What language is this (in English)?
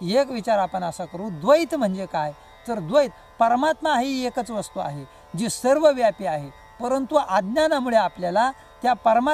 Marathi